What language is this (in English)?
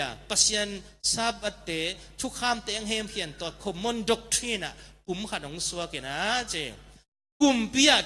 Tedim Chin